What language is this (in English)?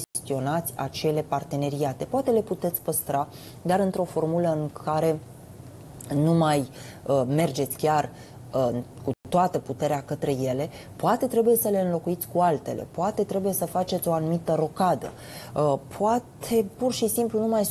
Romanian